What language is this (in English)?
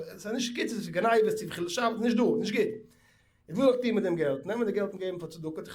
Yiddish